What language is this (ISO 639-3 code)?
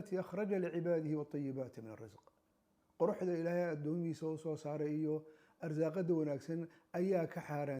som